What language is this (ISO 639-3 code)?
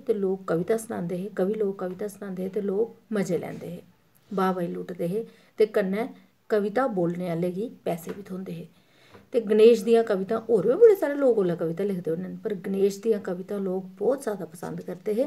doi